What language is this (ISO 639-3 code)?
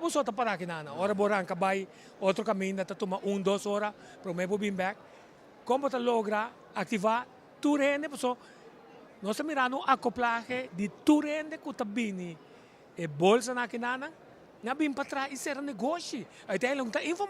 pap